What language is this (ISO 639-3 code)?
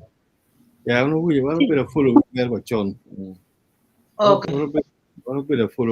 ach